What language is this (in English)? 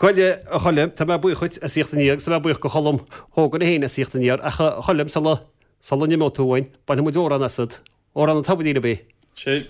Irish